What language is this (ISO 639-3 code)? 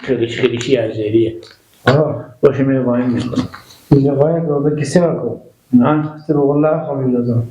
haz